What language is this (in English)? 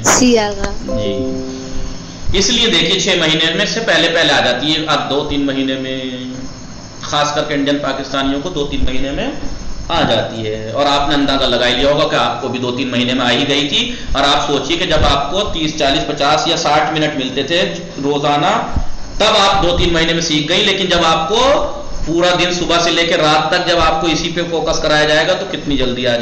Urdu